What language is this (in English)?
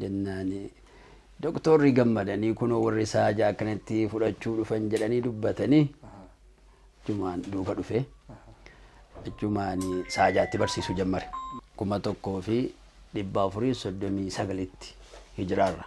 Oromo